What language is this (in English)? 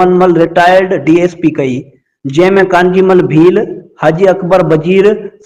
Sindhi